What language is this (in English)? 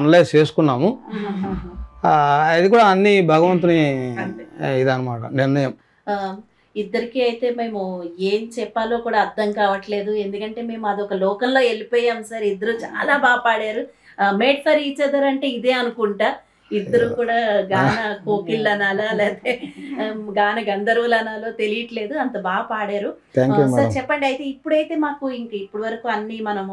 Telugu